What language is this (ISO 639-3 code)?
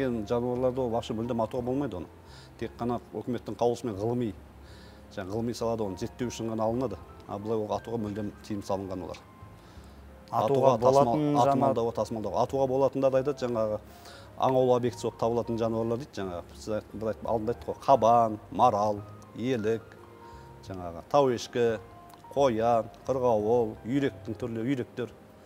kaz